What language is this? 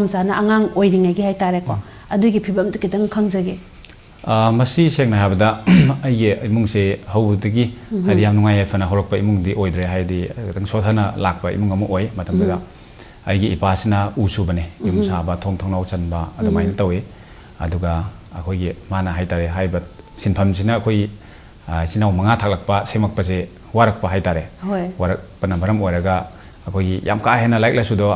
Manipuri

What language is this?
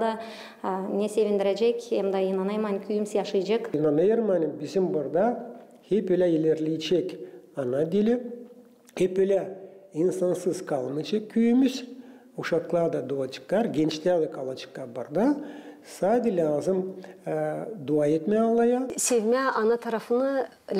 Gagauz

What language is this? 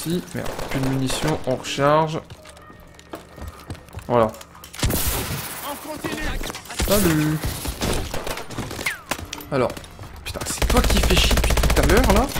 French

